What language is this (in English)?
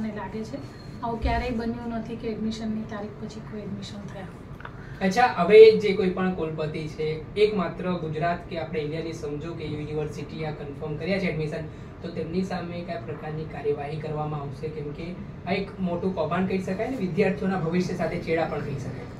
Gujarati